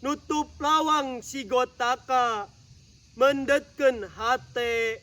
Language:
Sundanese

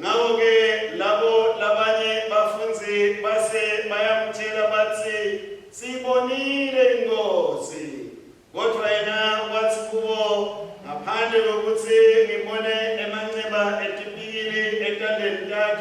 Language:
Swati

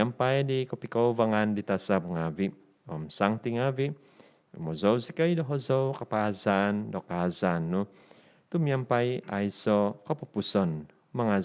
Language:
Central Dusun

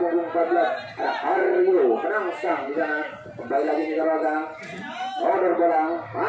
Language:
Indonesian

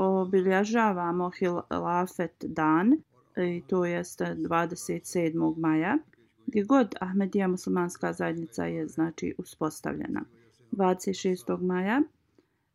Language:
Bosnian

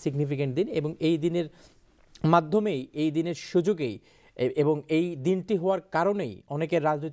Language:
Bangla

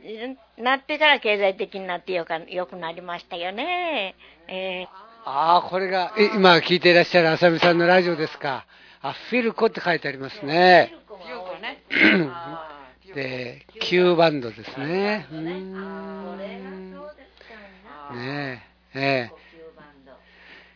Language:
Japanese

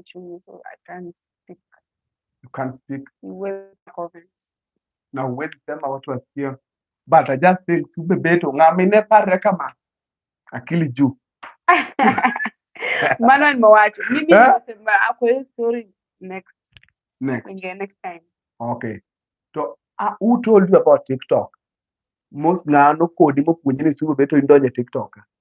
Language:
Luo (Kenya and Tanzania)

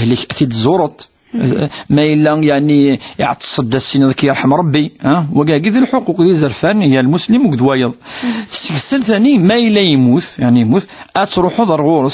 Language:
Kabyle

